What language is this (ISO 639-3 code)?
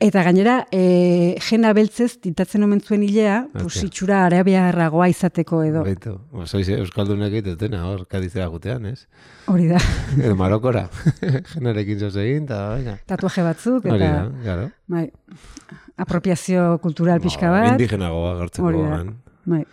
eus